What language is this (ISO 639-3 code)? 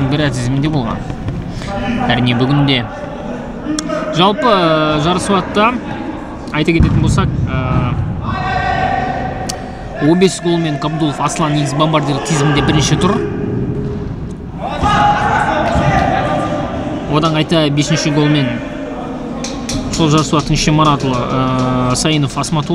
kaz